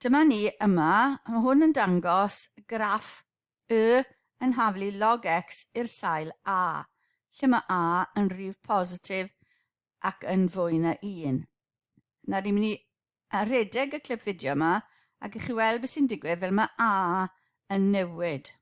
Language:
Welsh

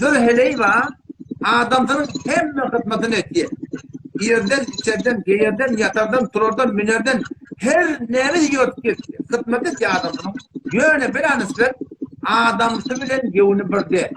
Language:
Turkmen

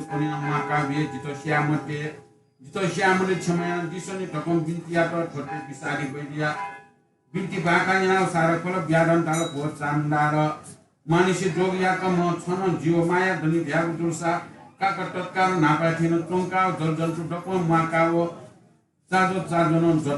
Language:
Newari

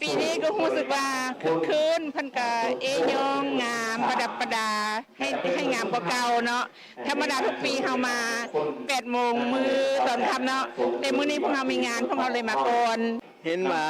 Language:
Lao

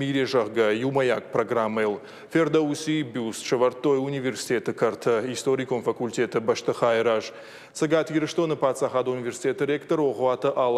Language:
Ossetic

